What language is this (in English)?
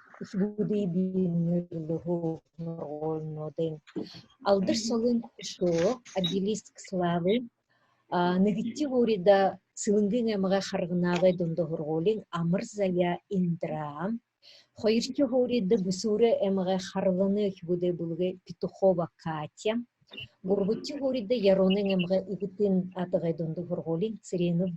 Buriat